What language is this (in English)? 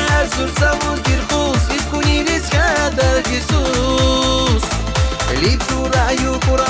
Tabassaran